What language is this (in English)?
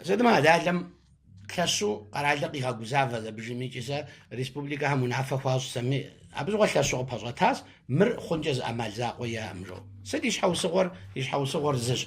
Kabardian